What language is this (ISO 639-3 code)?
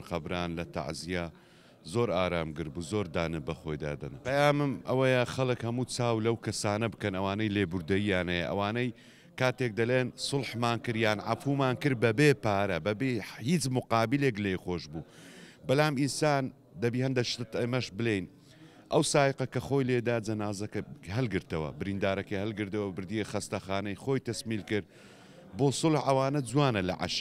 ckb